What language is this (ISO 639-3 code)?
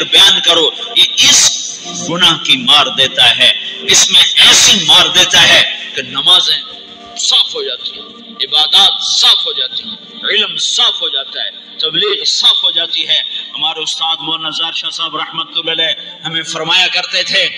urd